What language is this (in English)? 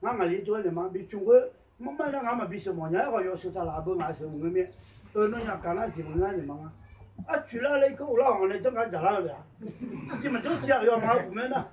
Akha